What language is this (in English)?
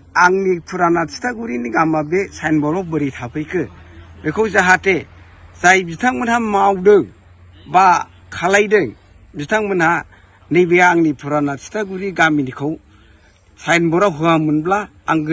Bodo